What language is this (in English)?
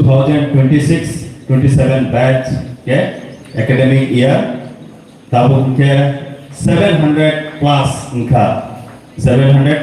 Kok Borok